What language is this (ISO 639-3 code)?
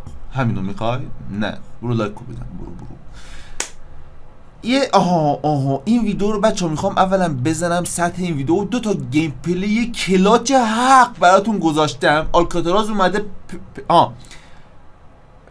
fas